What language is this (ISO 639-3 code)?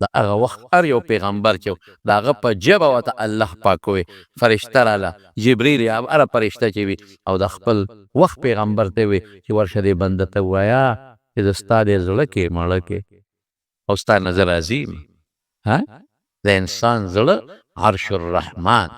pus